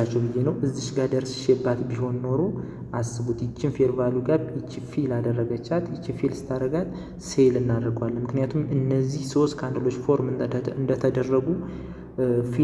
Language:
Amharic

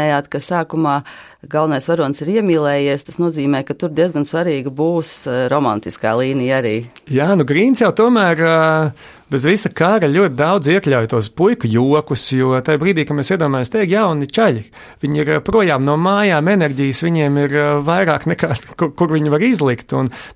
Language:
Latvian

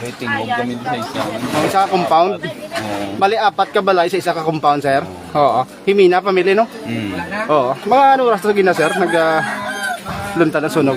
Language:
Hiligaynon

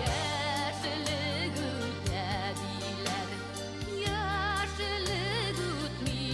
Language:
Bashkir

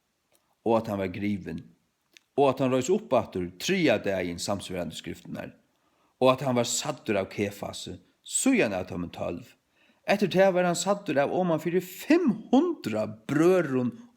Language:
Faroese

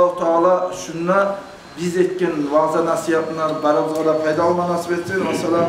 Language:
Kumyk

